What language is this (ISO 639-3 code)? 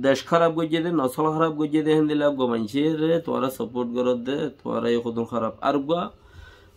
rhg